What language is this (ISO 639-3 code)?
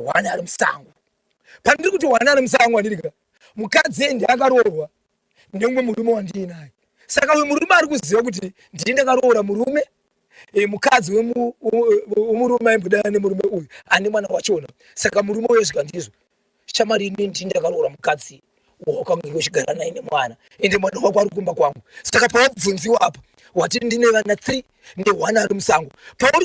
sna